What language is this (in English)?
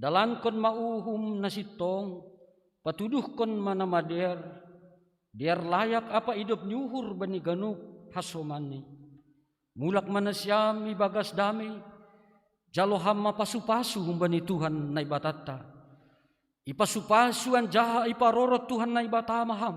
Batak Simalungun